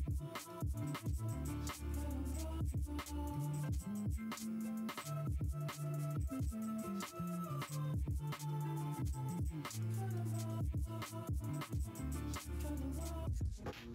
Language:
Japanese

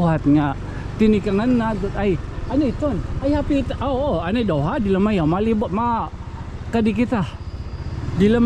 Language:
Waray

